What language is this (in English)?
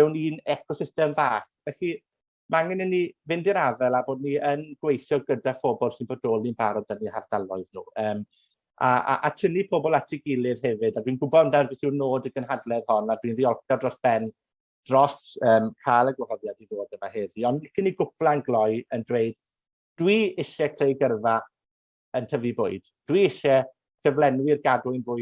Welsh